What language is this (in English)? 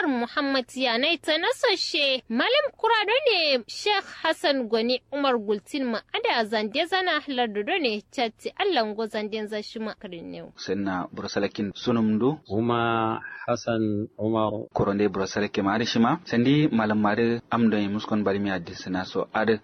Kanuri